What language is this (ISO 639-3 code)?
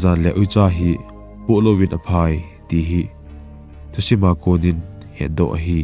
tcz